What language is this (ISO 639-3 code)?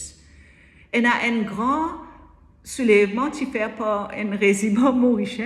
mfe